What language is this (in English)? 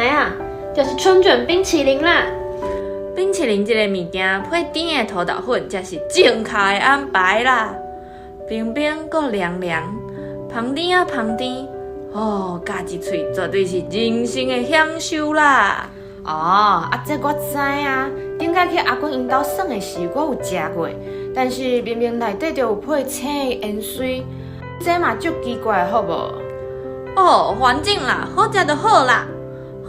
Min Nan Chinese